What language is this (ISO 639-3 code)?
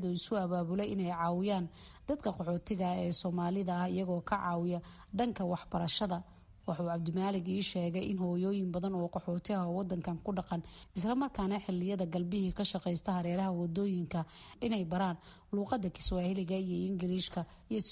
som